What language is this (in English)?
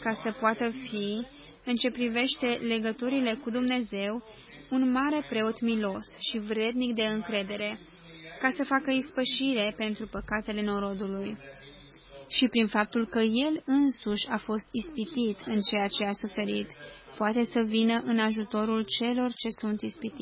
Romanian